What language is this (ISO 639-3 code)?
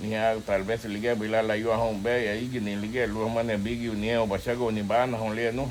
cab